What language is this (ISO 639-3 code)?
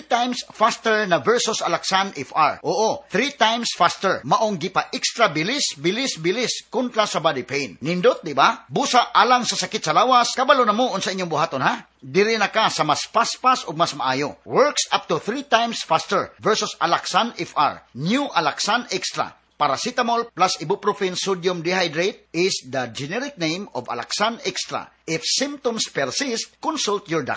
ceb